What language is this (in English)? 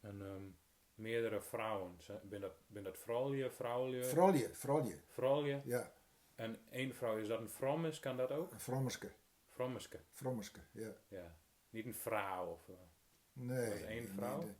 Gronings